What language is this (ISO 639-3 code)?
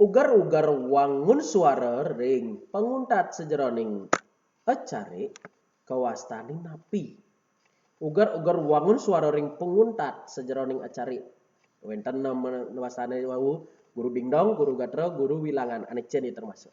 ban